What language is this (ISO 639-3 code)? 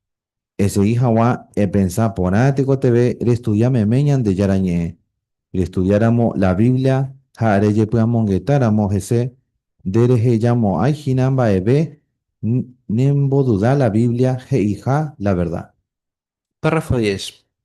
grn